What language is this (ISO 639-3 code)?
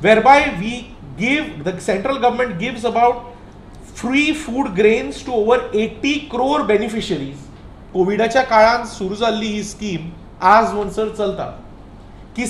kok